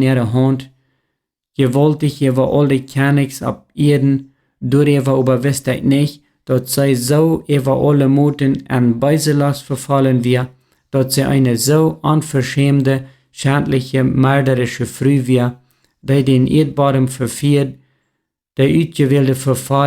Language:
Plautdietsch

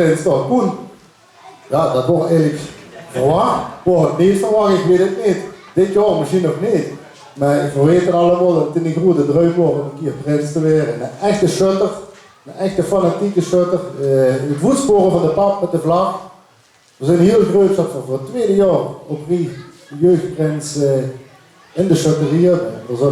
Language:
Limburgish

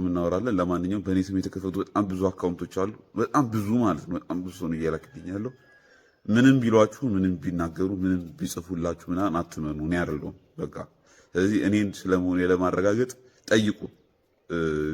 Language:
Amharic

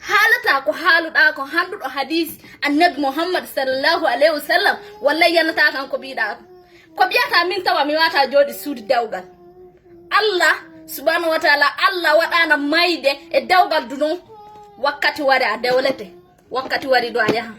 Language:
Fula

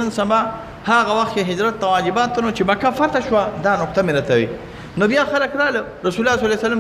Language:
Pashto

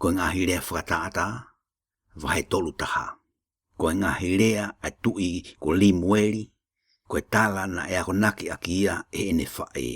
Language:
Tongan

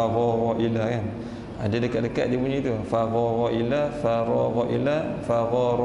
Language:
Malay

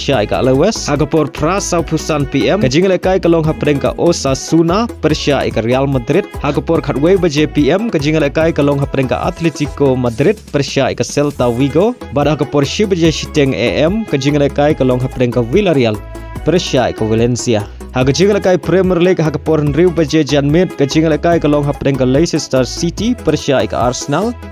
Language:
Khasi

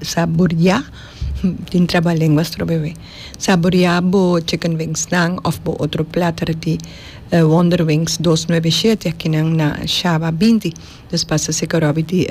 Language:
Papiamento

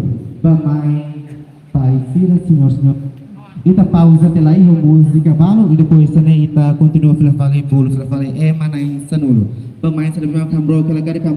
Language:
Tetum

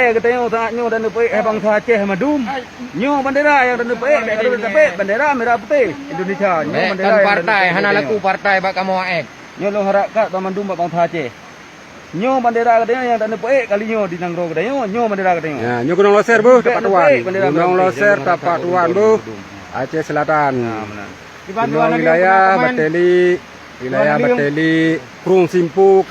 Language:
Achinese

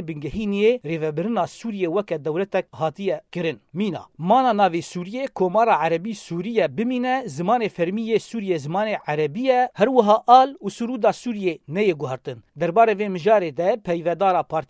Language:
Kurdish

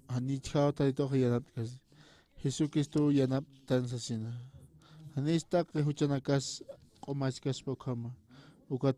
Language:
Aymara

